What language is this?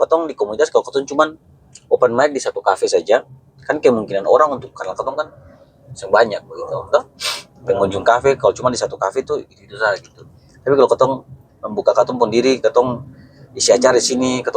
Ambonese Malay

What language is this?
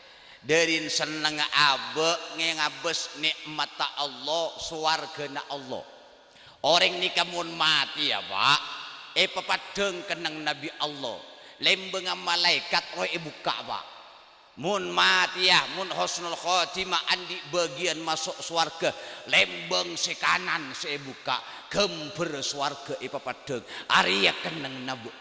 Madurese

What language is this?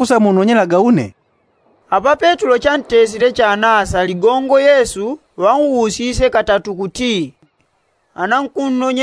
Yao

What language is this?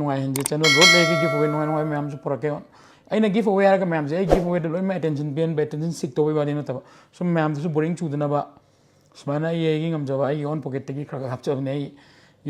Manipuri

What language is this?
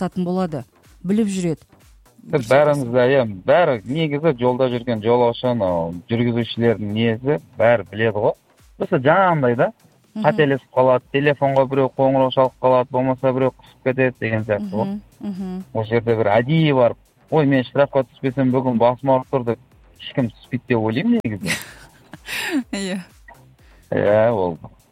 Kazakh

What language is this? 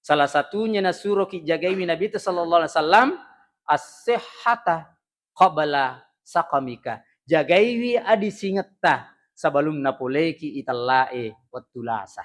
Buginese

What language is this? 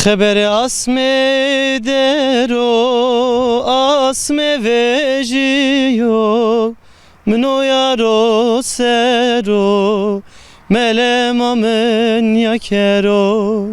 Zaza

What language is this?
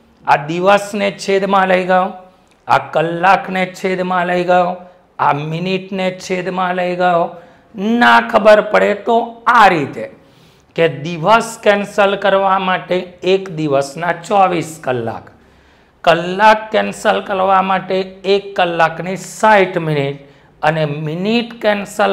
Gujarati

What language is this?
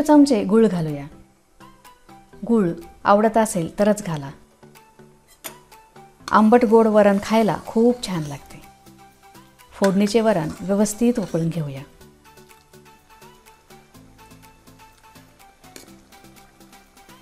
Marathi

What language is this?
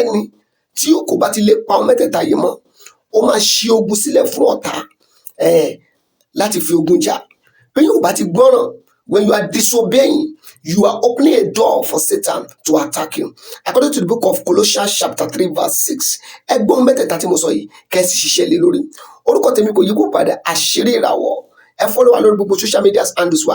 Yoruba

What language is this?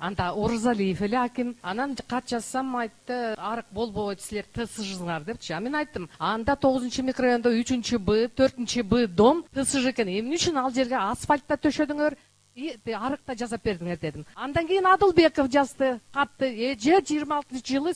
Kyrgyz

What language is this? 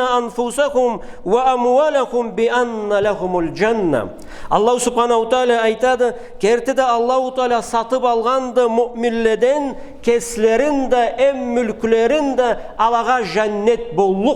Karachay-Balkar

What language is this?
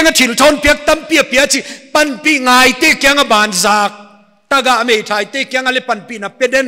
Paite Chin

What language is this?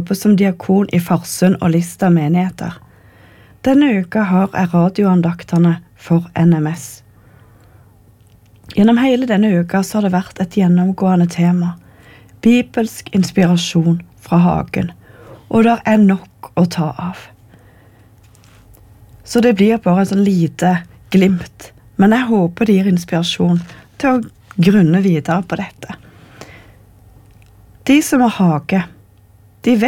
Norwegian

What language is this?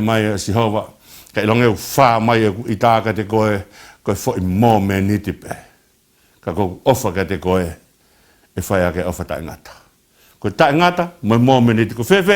Tongan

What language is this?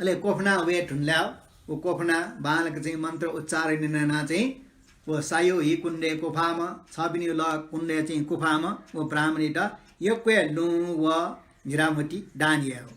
Newari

